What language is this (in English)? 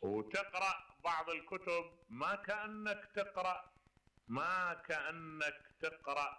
Mesopotamian Arabic